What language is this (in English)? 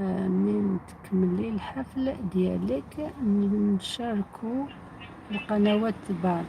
Algerian Arabic